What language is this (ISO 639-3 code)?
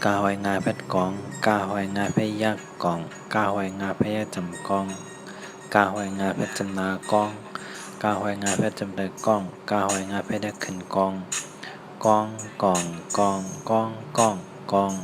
shn